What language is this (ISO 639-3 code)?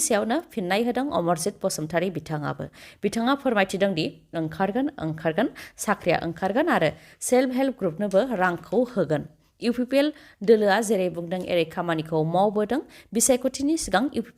brx